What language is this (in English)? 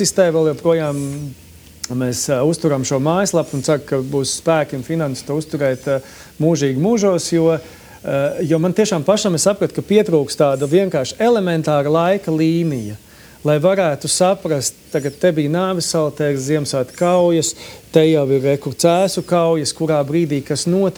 Latvian